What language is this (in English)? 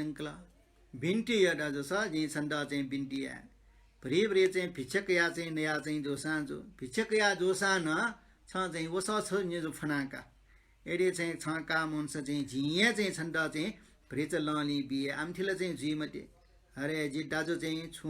Newari